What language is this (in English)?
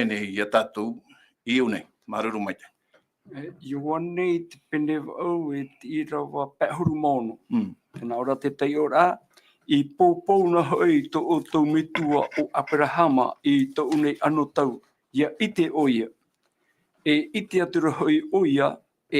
Tahitian